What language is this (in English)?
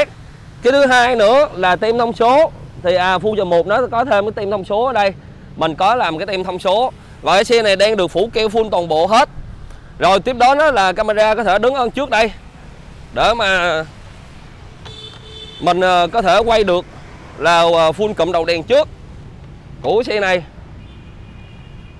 Vietnamese